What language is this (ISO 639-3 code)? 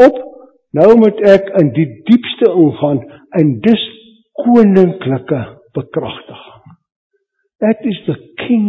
afr